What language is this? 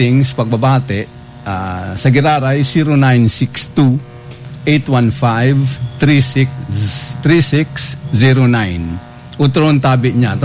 Bikol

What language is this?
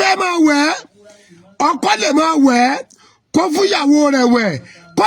Yoruba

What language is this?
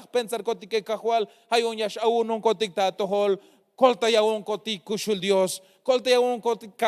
Tzeltal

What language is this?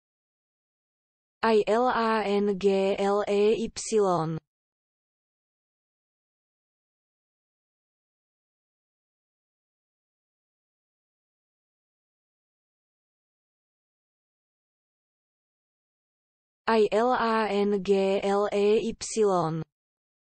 Slovak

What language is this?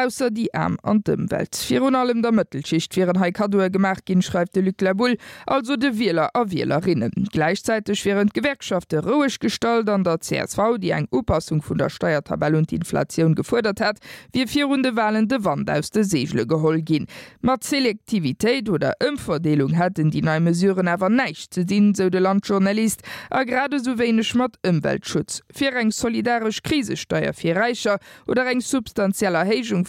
Luxembourgish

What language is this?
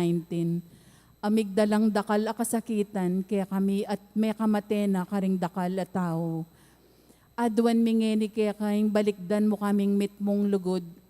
Pampanga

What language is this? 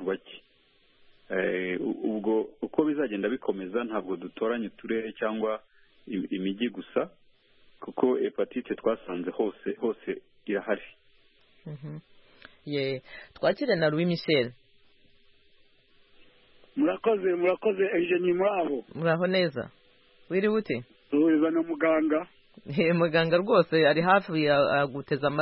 Kinyarwanda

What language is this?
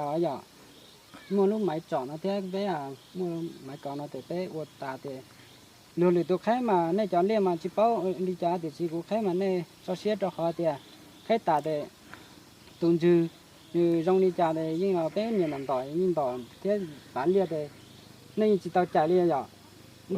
Hmong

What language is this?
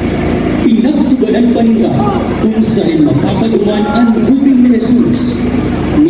Bikol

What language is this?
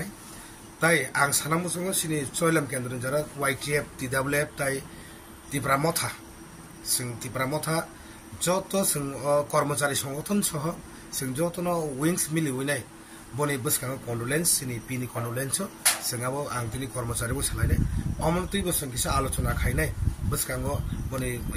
Kok Borok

